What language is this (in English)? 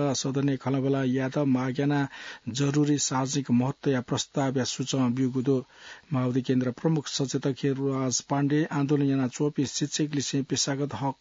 Newari